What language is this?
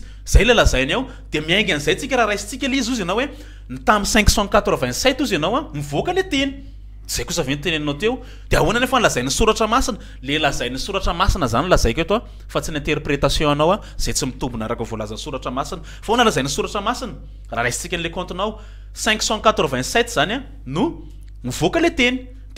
Malagasy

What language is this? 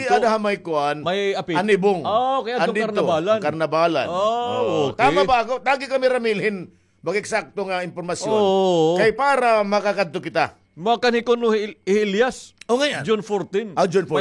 Waray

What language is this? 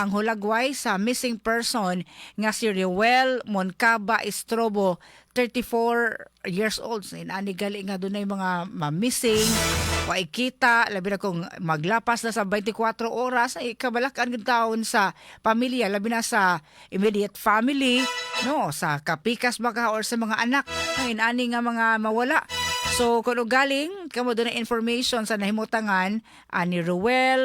Cebuano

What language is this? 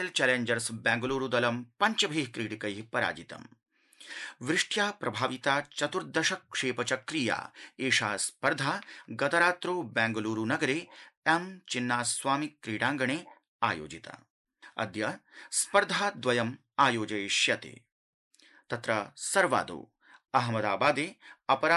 Sanskrit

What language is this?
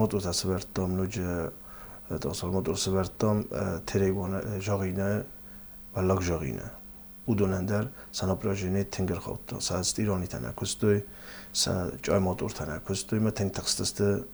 Ossetic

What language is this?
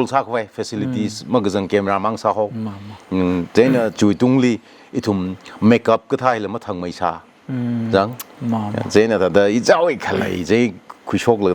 Tangkhul Naga (India)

